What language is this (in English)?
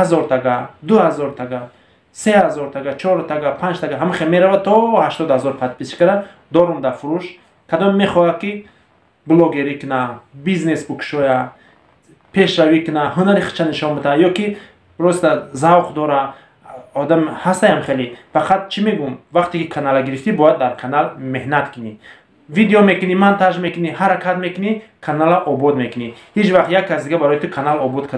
Tajik